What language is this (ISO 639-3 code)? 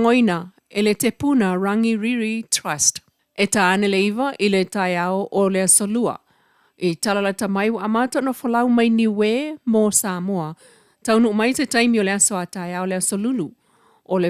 smo